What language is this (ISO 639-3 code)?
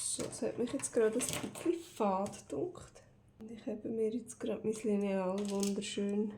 gsw